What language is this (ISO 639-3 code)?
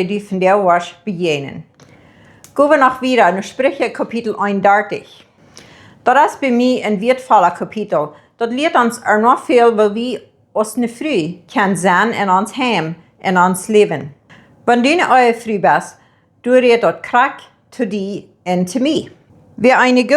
pdt